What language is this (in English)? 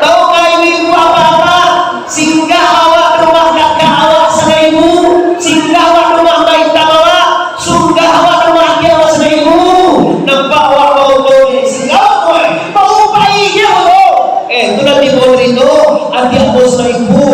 Minangkabau